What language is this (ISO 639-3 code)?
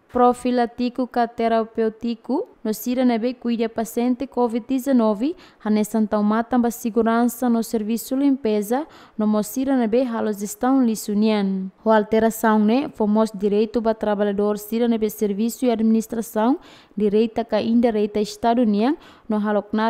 tet